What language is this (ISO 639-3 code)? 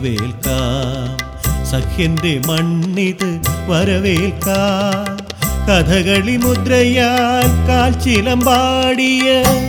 mal